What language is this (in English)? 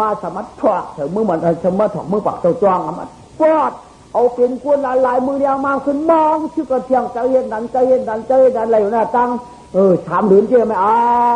Shan